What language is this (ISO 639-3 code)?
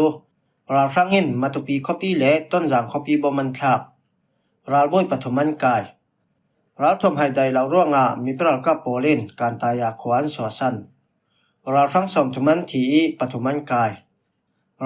cfm